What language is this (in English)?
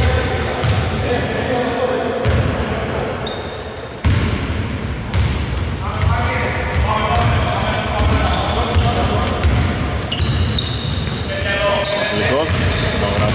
Greek